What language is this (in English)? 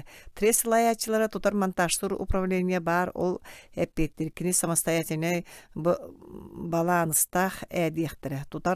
Yakut